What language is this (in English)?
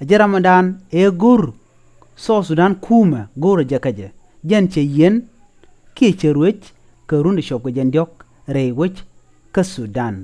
Nuer